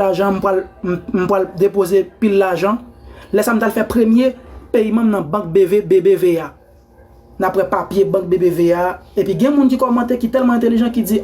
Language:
Haitian Creole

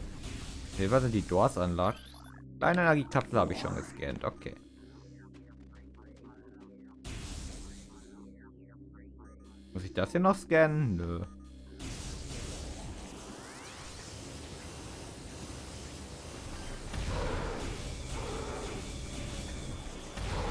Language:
German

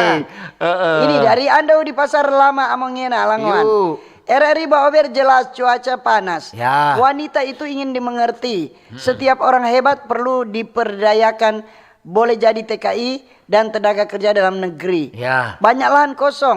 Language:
Manado Malay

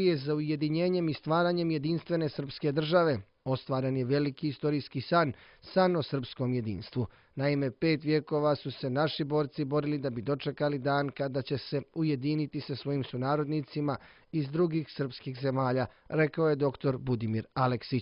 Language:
Serbian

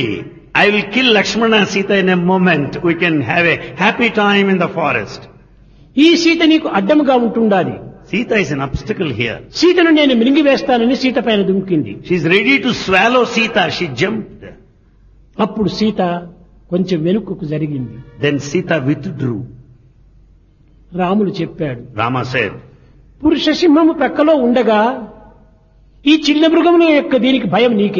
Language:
Telugu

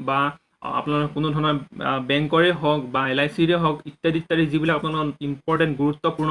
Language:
Assamese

